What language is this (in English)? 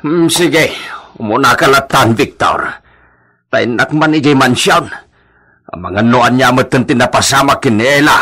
Iloko